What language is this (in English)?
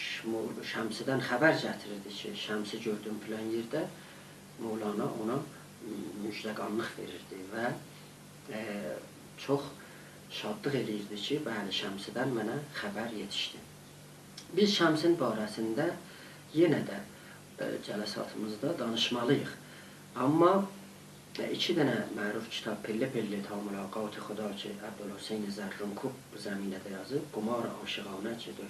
South Azerbaijani